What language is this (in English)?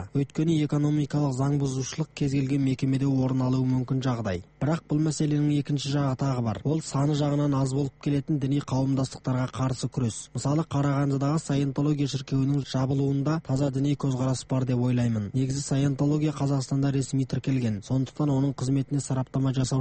Kazakh